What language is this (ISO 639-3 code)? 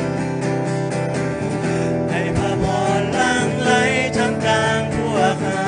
lao